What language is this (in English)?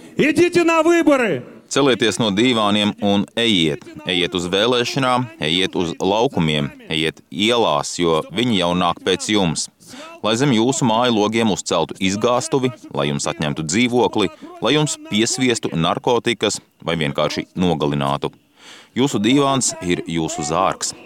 Latvian